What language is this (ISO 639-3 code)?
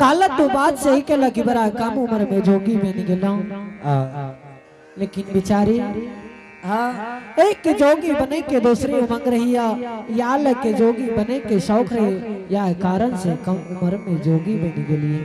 anp